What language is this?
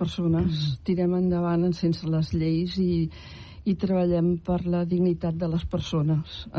Catalan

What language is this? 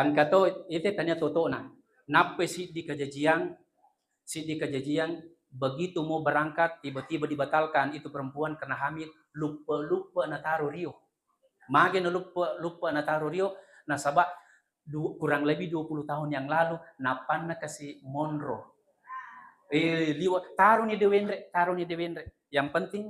Buginese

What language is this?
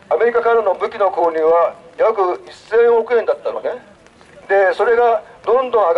Japanese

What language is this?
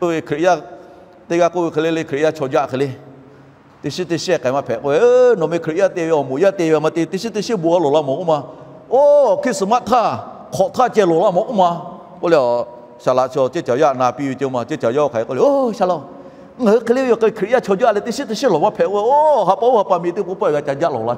Lahu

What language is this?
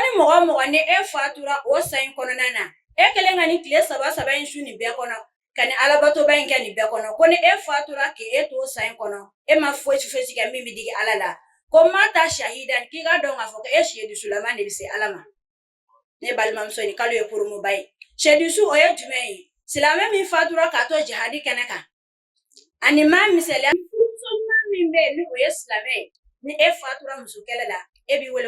Bambara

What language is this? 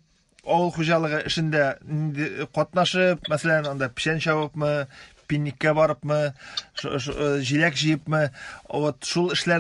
Tatar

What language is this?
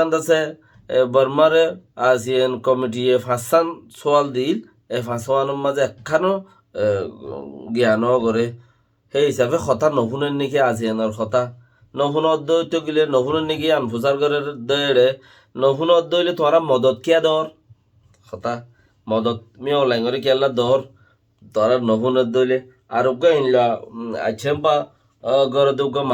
Rohingya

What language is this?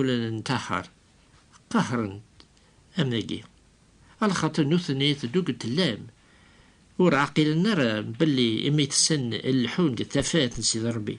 Kabyle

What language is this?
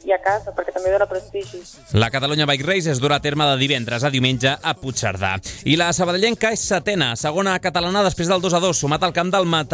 Catalan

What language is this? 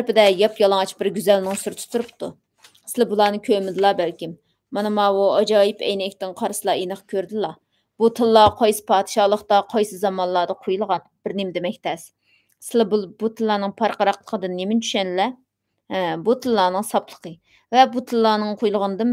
Uyghur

